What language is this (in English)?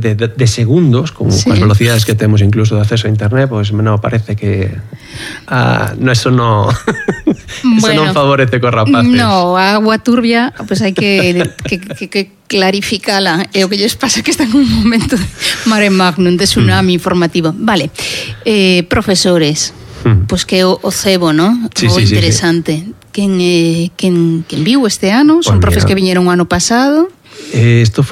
Galician